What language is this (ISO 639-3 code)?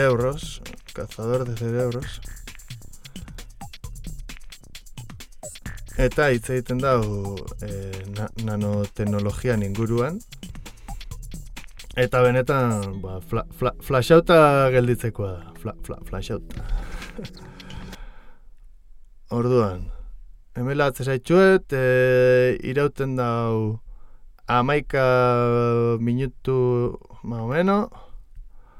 eus